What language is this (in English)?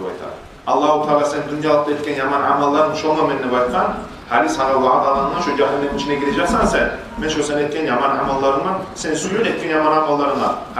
Kumyk